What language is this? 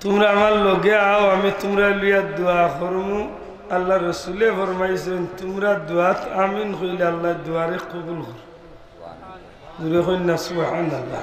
Sylheti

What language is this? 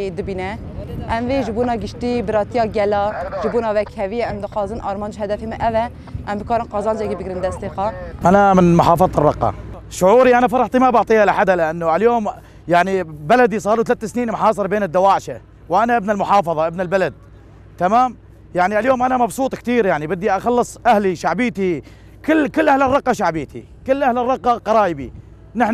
Kurdish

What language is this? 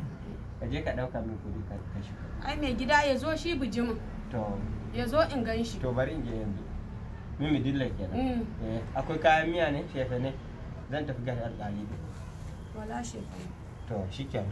Hausa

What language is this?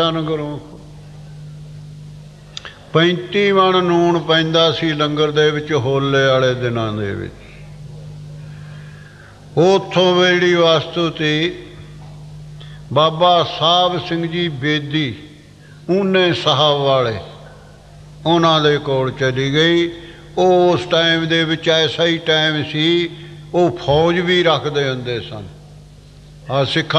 Punjabi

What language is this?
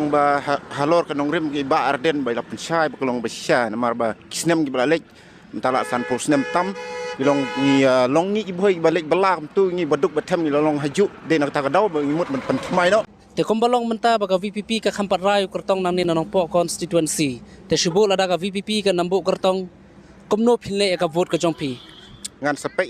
Khasi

